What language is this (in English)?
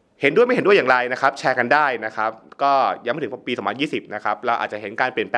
Thai